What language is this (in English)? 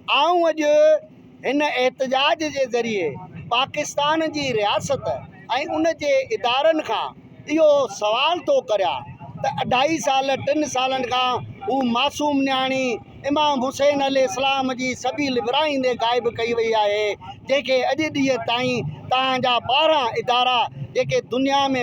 Sindhi